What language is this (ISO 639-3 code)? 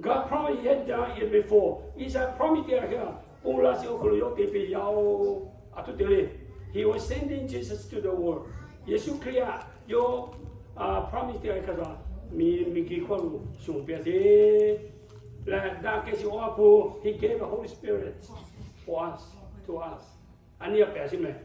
lhu